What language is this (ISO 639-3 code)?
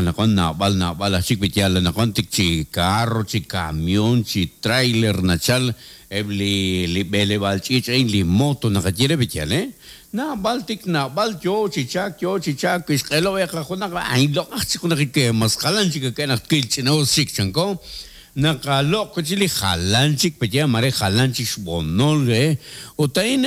kek